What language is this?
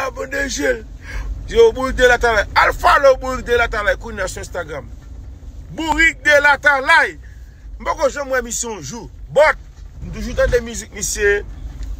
Haitian Creole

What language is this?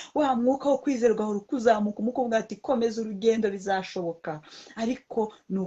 Kinyarwanda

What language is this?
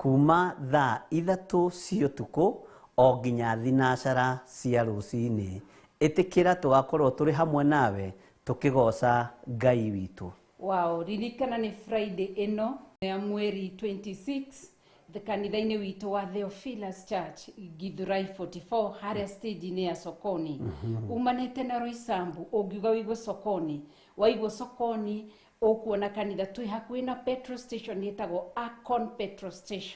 Kikuyu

